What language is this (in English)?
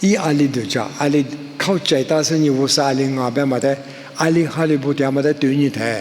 Lisu